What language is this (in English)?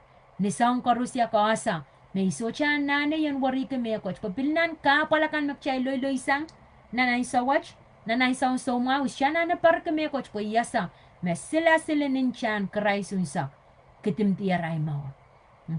Pohnpeian